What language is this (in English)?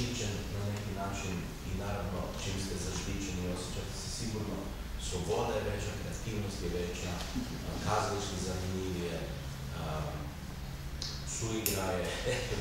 Serbian